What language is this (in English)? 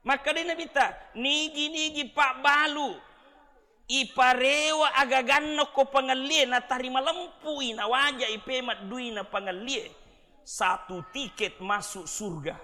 Buginese